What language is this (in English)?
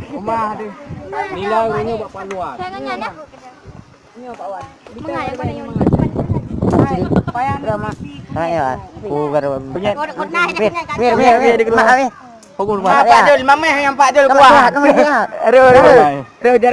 Malay